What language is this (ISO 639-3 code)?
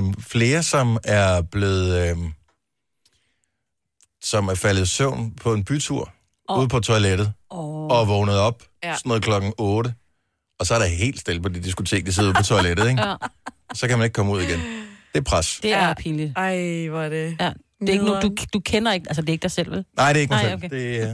dan